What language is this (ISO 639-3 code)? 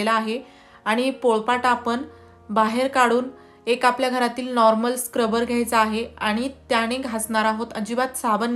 mar